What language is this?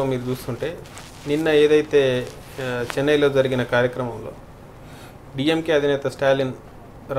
Telugu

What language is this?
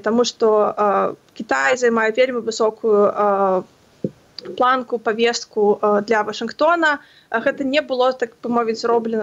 Belarusian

